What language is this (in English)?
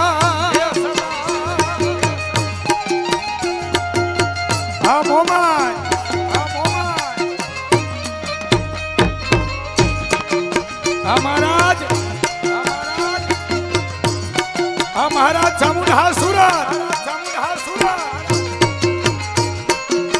Gujarati